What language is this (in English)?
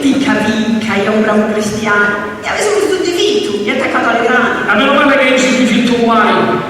Sicilian